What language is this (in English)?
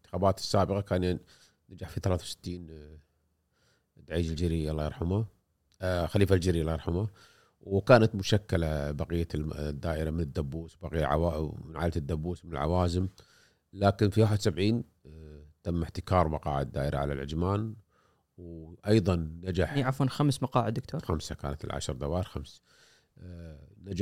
Gulf Arabic